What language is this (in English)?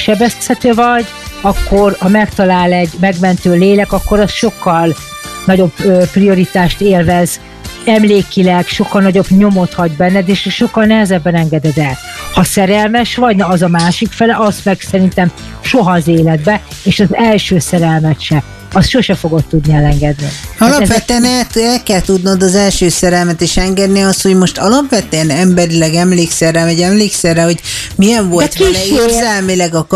Hungarian